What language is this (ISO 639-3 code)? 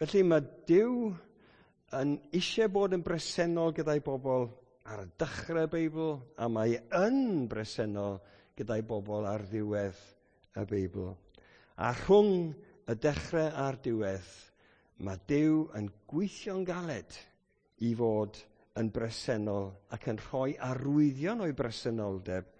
cym